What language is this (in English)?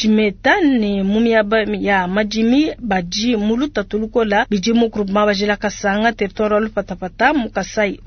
Luba-Lulua